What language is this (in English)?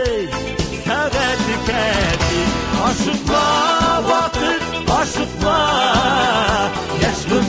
Tatar